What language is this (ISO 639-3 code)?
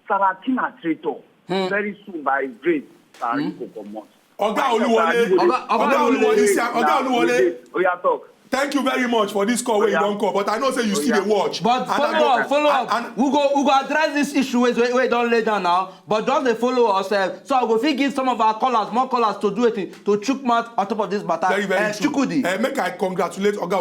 pcm